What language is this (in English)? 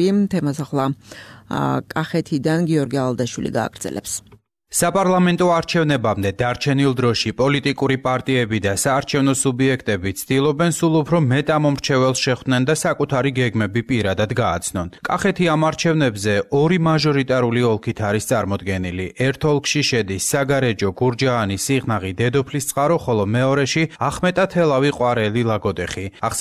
Georgian